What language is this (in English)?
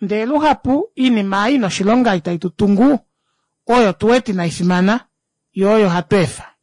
Kuanyama